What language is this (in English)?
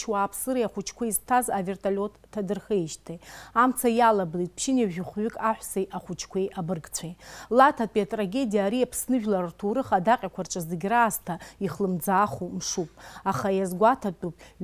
Abkhazian